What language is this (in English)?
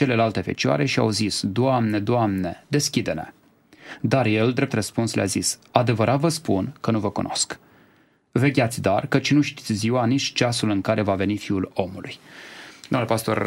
Romanian